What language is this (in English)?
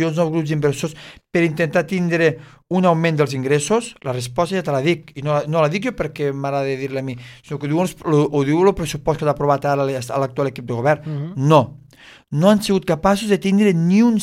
Catalan